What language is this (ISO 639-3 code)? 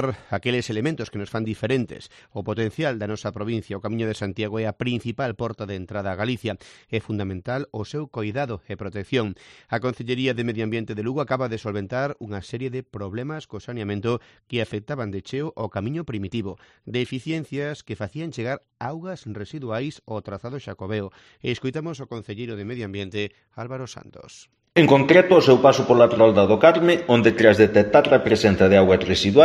glg